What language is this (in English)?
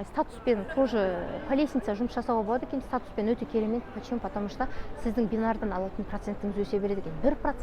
Kazakh